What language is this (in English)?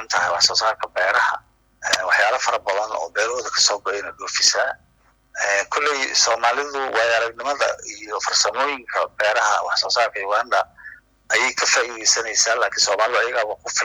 Somali